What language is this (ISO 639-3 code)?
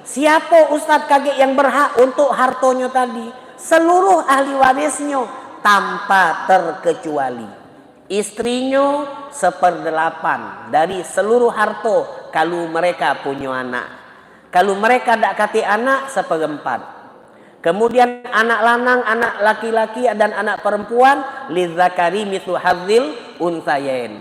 mui